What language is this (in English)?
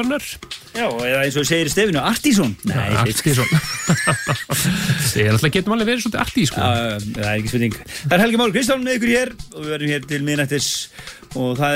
Icelandic